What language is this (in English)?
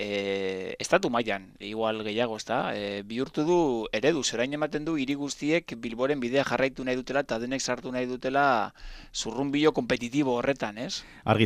Basque